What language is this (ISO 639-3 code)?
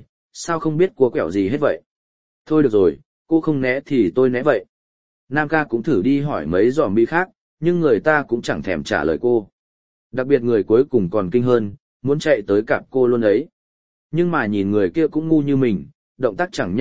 vie